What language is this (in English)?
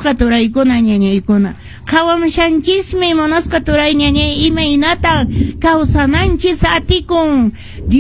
Quechua